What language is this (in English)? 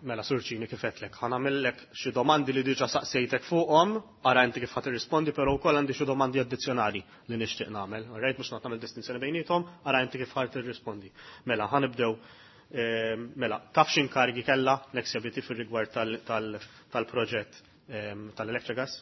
Maltese